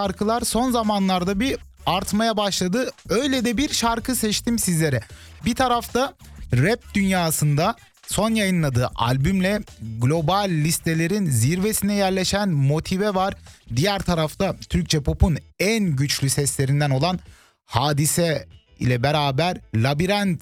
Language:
Turkish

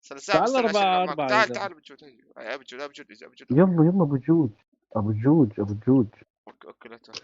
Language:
North Levantine Arabic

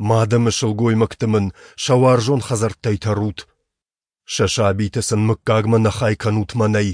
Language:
Ossetic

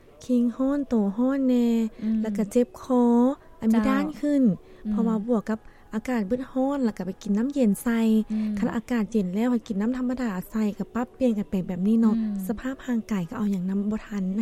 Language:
Lao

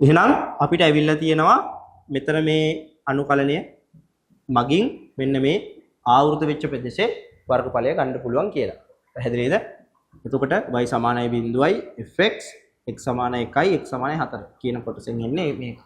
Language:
Sinhala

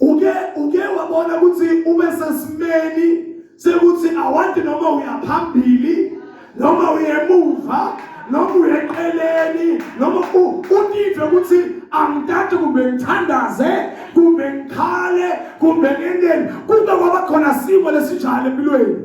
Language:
Zulu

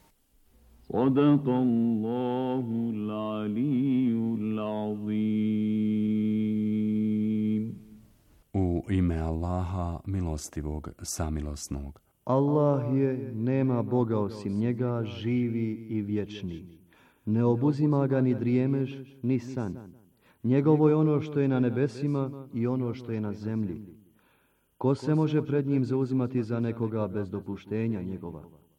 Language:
Bosnian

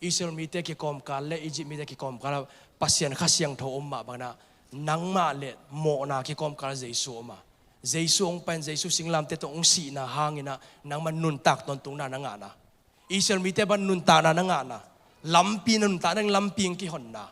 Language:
Tedim Chin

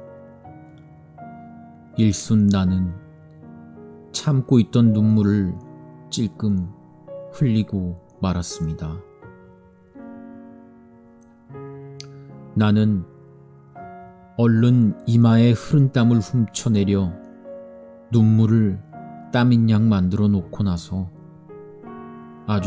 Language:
Korean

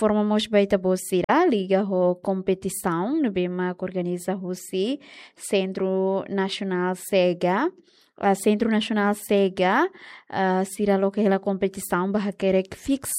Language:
Tetum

